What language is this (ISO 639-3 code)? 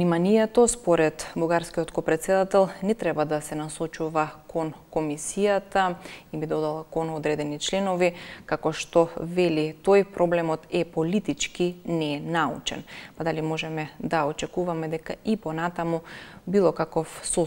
mkd